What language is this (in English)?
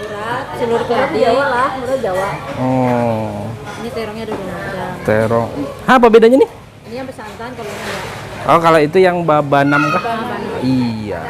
Banjar